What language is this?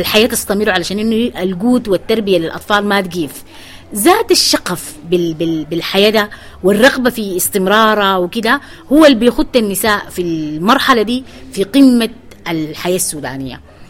Sudanese Arabic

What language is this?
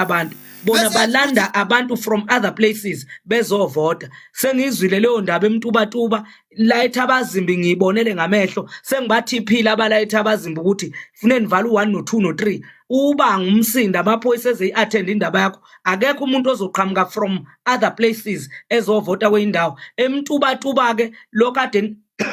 Zulu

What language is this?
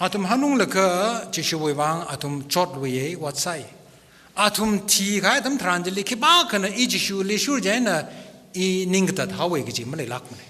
Tangkhul Naga (India)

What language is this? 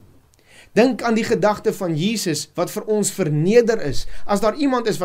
Afrikaans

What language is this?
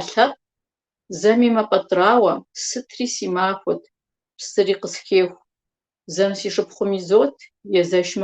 Kabardian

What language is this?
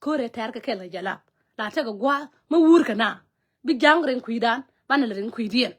Nuer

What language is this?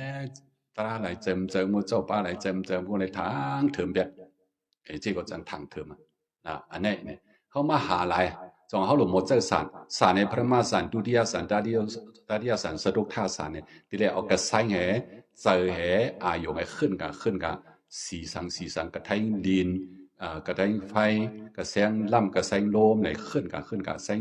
Shan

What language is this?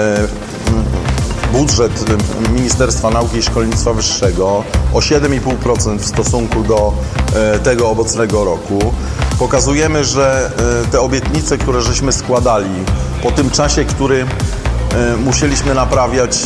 Polish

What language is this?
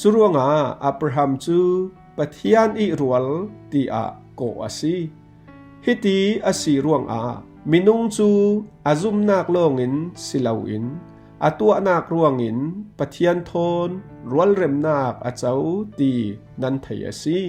Falam Chin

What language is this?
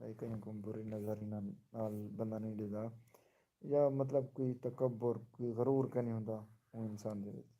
Saraiki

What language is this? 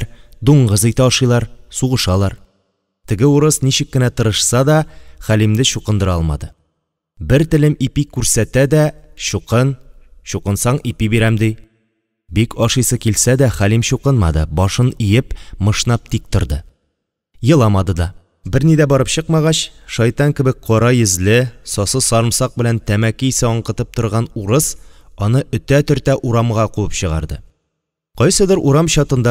Tatar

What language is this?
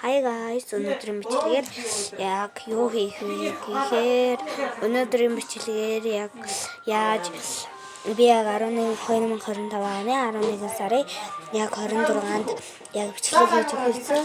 Mongolian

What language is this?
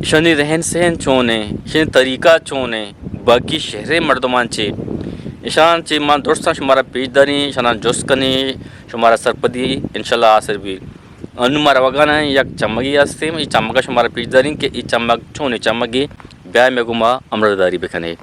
Eastern Balochi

